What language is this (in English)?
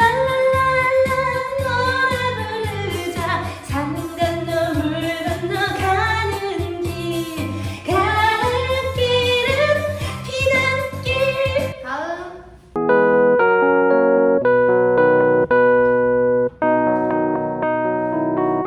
Korean